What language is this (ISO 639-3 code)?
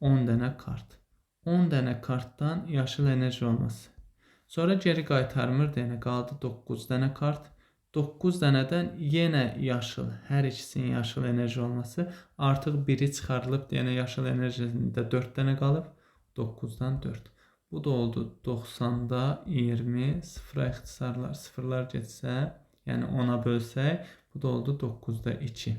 aze